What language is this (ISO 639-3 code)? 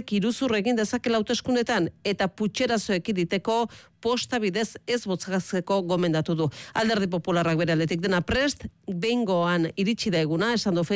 eus